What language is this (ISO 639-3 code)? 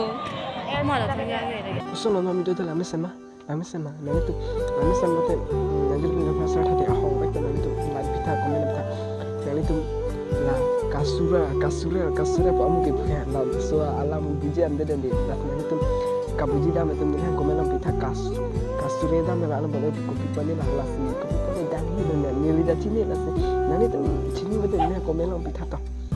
mjw